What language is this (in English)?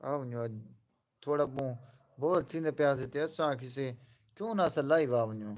Saraiki